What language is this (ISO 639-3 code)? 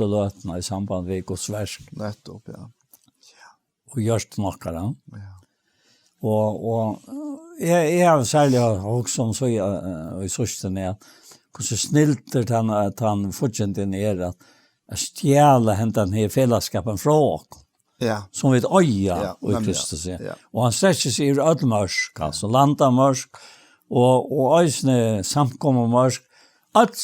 fao